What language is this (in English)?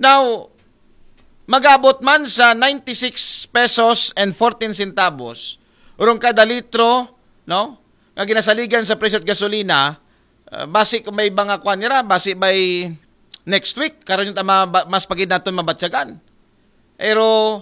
Aklanon